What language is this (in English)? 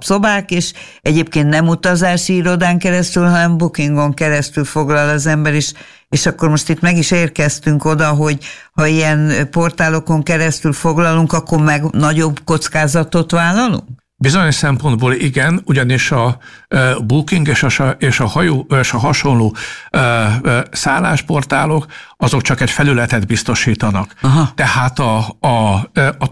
Hungarian